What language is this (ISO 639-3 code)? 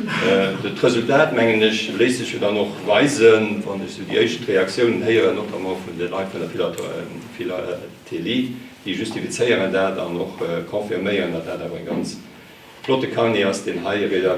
ltz